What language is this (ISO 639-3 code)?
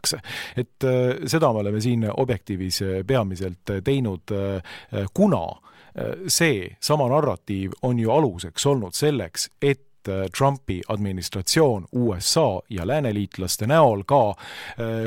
est